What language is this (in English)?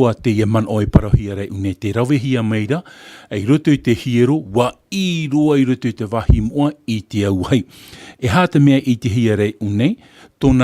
Tahitian